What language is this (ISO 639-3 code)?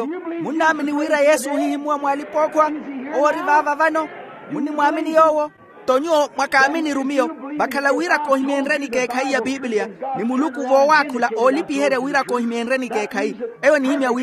vmw